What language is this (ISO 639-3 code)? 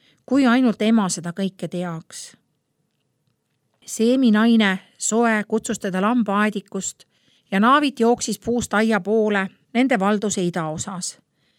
est